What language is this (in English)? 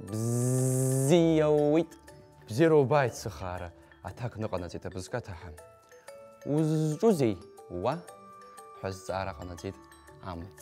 Abkhazian